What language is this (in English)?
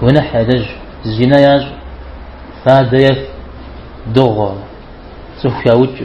Kabardian